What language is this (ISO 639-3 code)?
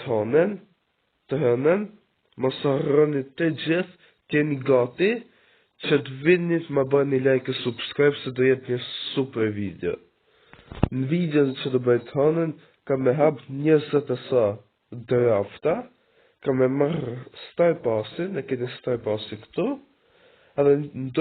sqi